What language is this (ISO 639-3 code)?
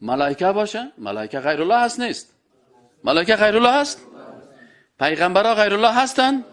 fas